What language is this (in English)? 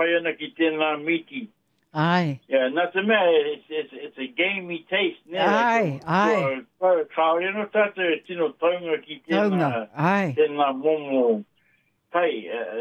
Māori